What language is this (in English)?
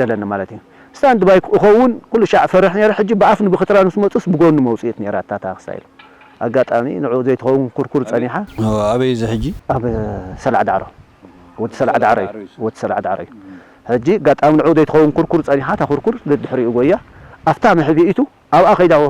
Tigrinya